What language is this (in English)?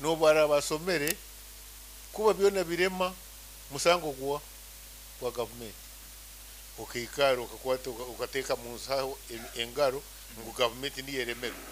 Nyoro